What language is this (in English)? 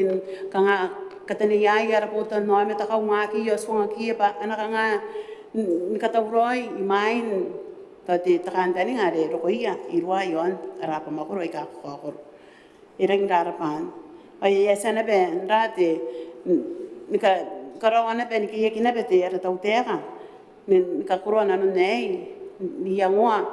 Gilbertese